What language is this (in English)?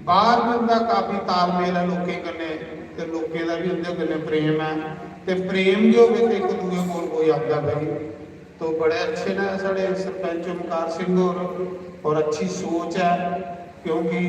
Dogri